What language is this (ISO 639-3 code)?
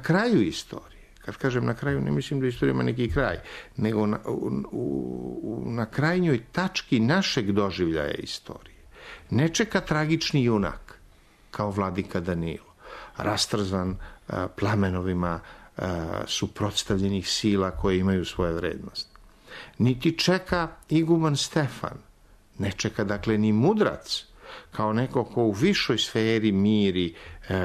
srp